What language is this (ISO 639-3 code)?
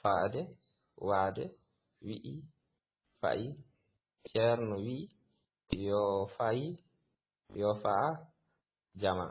ful